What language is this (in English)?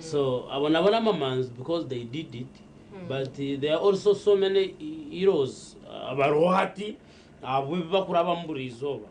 Nyankole